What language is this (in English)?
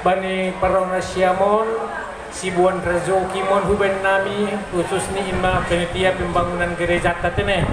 Batak Simalungun